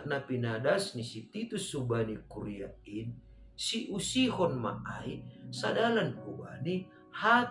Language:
Batak Simalungun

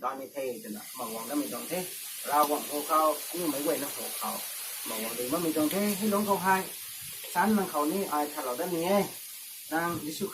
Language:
Rongmei Naga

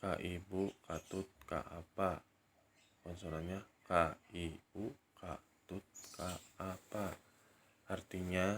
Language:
Sundanese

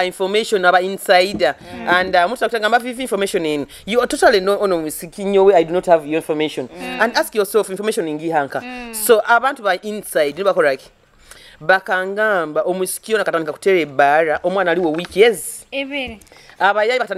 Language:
Nyoro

